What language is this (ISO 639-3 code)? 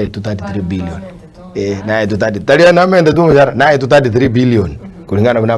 guz